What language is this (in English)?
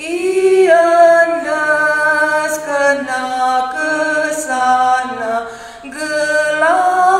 Batak Karo